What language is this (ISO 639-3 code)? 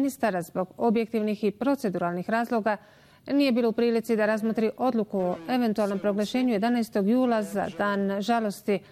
bos